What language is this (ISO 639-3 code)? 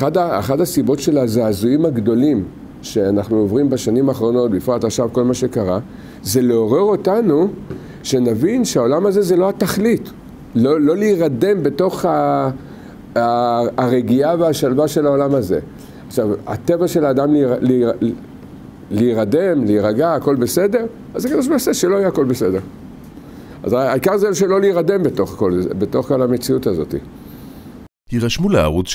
heb